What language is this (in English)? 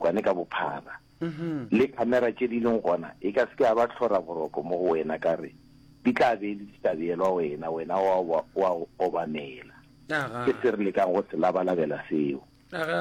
Northern Sotho